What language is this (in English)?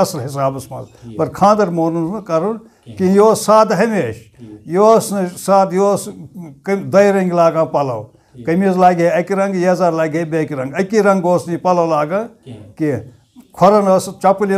Kashmiri